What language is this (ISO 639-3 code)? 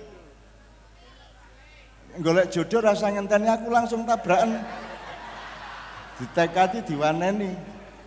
jav